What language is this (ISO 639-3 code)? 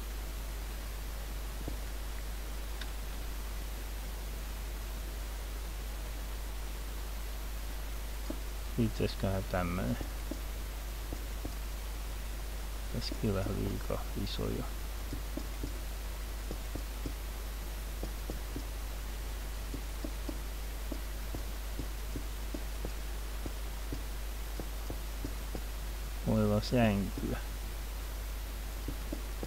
fin